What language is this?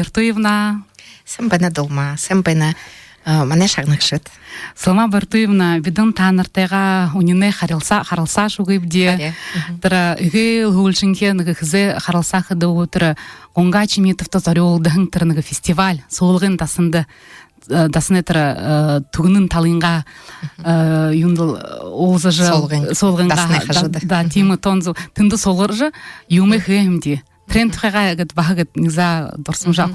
Buriat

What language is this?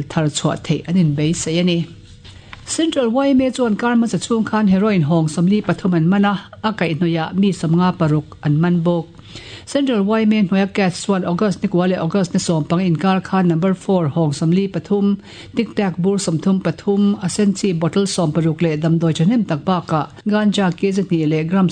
Mizo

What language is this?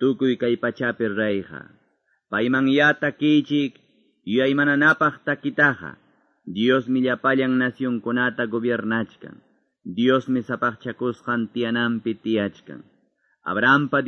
Quechua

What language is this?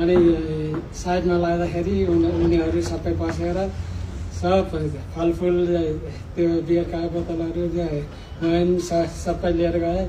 Nepali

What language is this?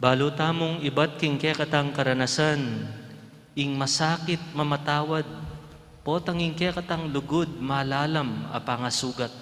Pampanga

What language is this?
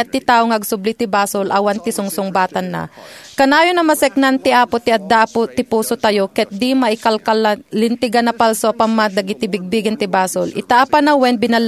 Iloko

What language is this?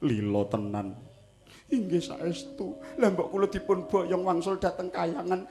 Javanese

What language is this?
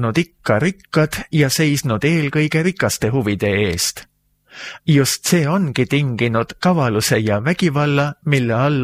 Estonian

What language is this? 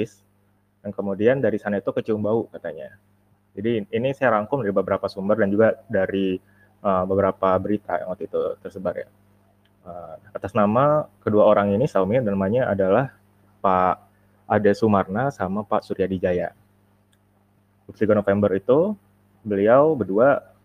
Indonesian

